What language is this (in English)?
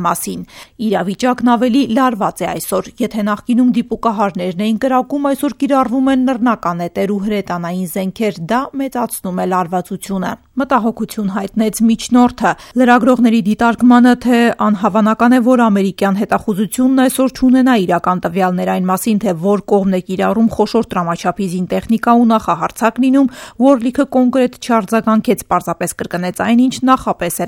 Armenian